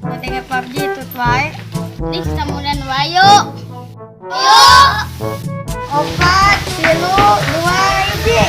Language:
Sundanese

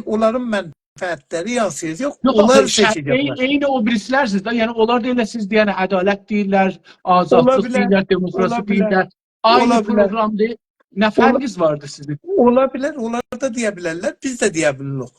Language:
South Azerbaijani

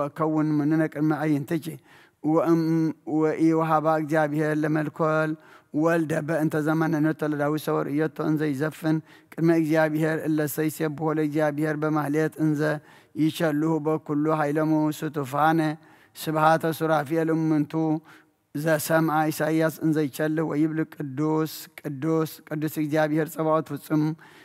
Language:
Geez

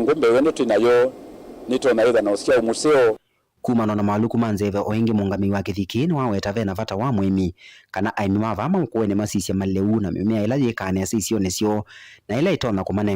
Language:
Kamba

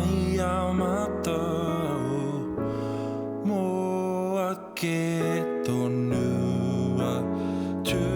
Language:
Māori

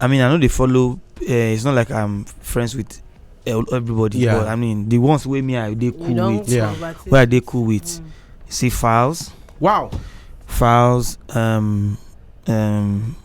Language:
Nigerian Pidgin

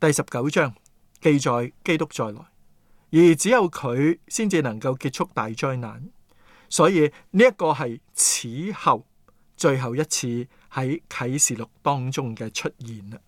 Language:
Cantonese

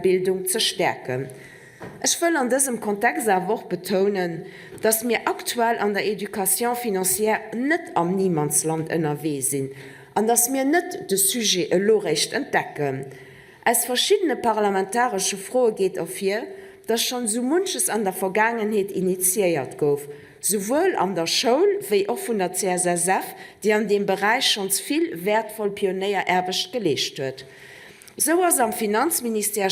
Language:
Luxembourgish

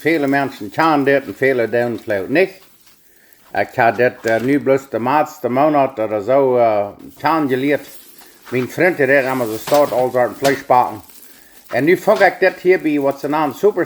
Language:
Plautdietsch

